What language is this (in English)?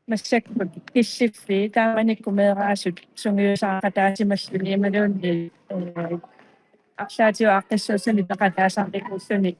Kalaallisut